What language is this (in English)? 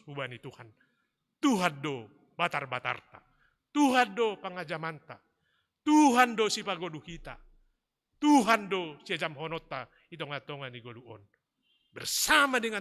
Batak Simalungun